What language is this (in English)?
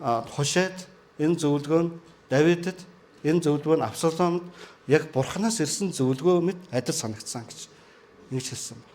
Mongolian